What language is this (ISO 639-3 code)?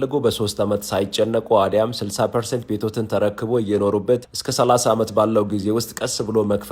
amh